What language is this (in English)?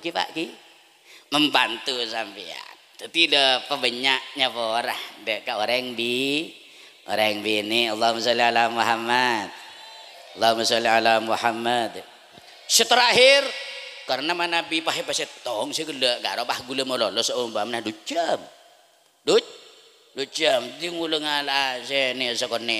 Madurese